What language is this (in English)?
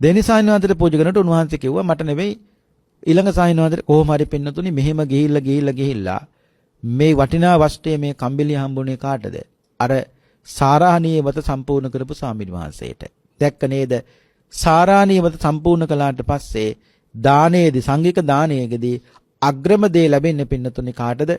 Sinhala